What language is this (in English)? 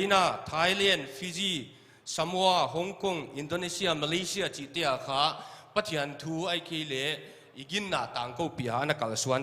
Paite Chin